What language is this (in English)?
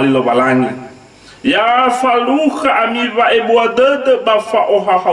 Nias